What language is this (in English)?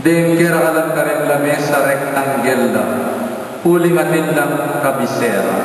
Pampanga